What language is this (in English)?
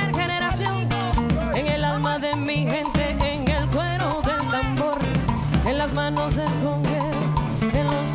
Spanish